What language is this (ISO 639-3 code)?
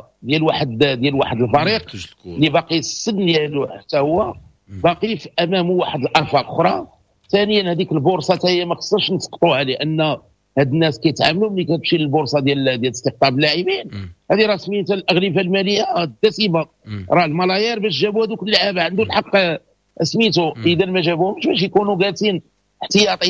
ary